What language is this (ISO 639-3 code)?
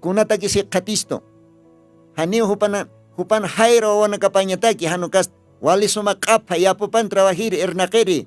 aym